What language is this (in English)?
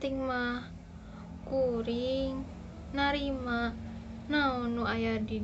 Sundanese